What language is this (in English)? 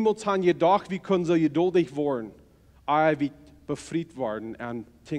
Plautdietsch